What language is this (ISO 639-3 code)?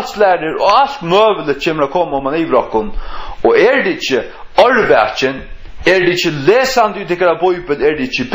fao